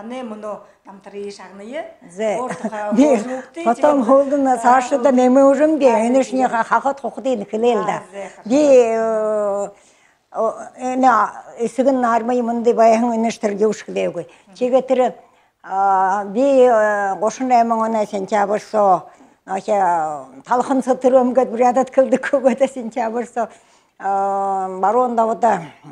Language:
Buriat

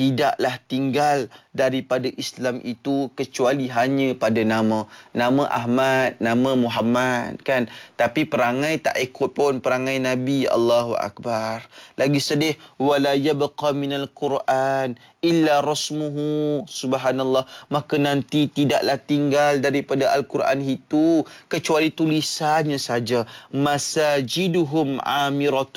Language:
Malay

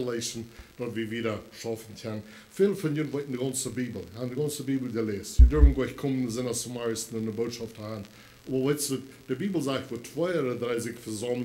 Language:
Plautdietsch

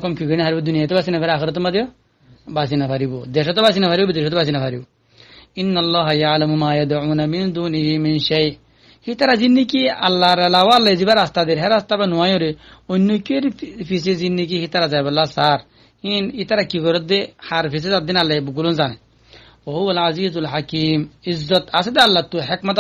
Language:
Rohingya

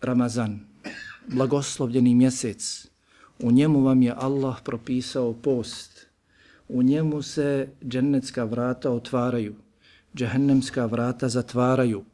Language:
Bosnian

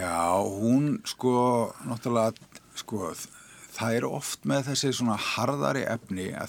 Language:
Icelandic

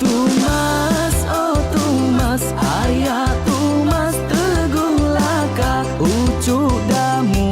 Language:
Iban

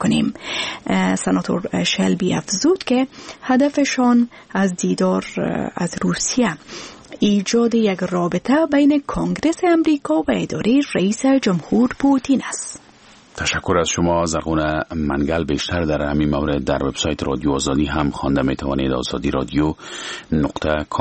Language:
Persian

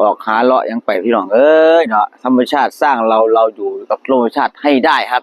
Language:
Northeastern Thai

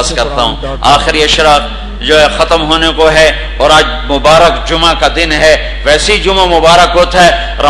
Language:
Urdu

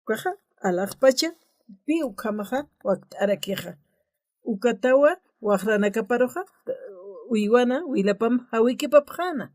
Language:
Aymara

